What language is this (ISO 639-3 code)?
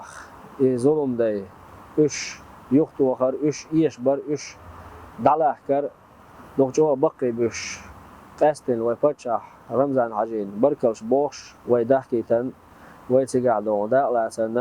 che